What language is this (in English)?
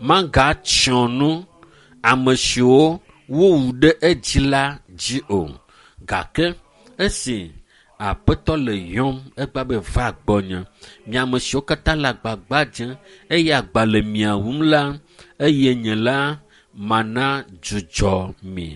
Ewe